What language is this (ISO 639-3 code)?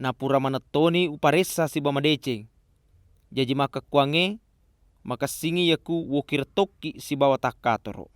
bug